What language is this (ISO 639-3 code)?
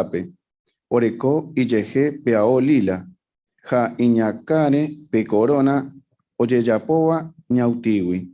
grn